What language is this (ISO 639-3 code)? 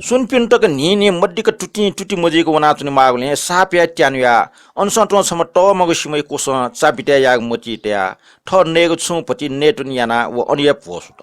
new